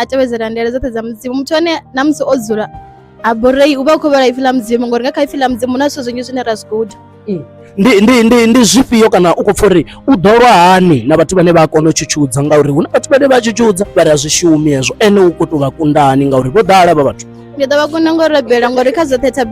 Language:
Venda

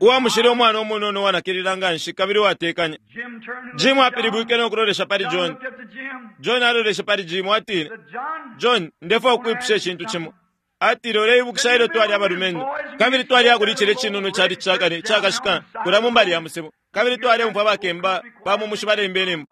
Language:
Bemba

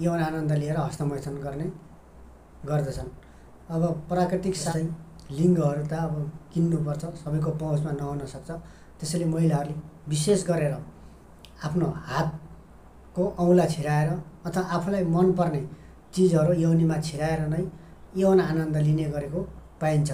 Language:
Nepali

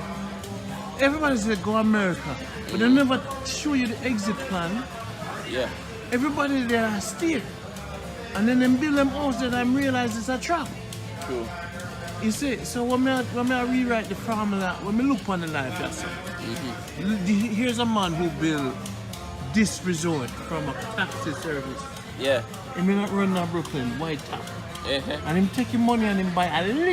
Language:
Jamaican Creole English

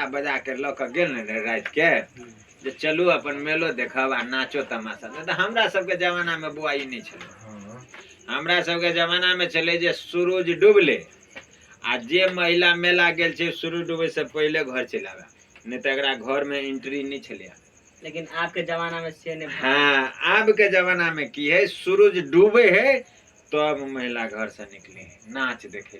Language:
Maithili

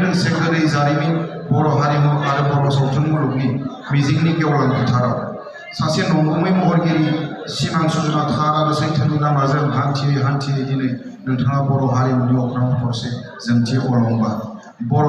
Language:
Bodo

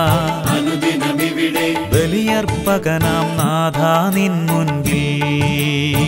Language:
Malayalam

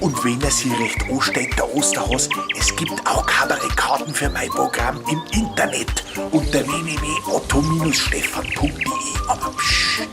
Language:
Bavarian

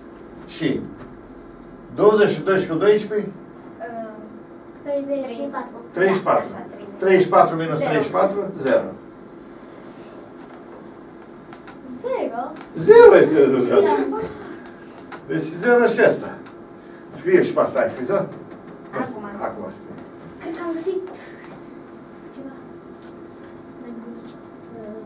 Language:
Romanian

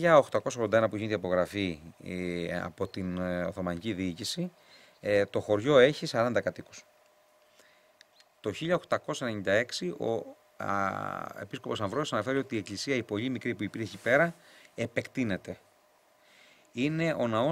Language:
Greek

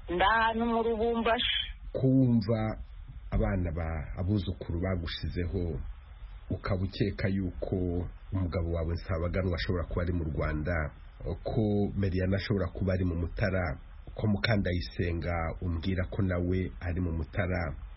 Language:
Kinyarwanda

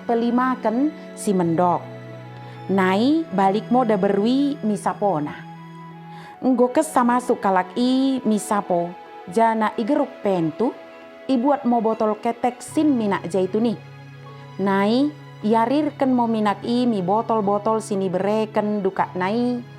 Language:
Batak Dairi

